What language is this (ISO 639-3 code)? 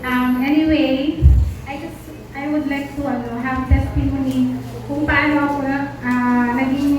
ilo